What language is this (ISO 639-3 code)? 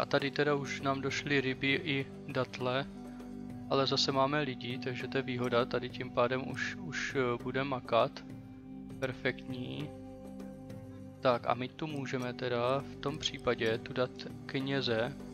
ces